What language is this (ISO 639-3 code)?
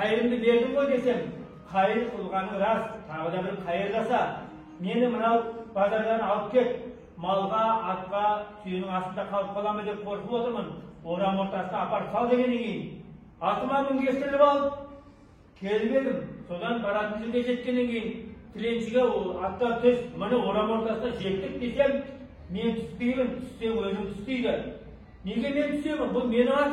kaz